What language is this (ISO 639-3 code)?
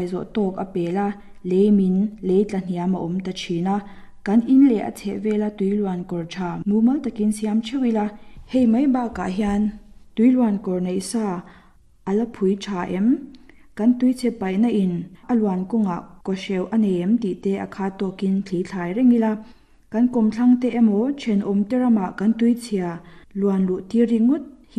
lus